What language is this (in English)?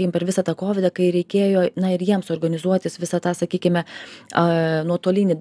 Lithuanian